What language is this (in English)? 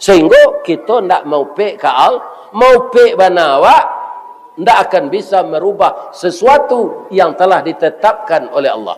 Minangkabau